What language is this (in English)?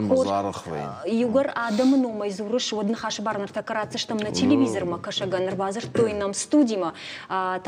Ossetic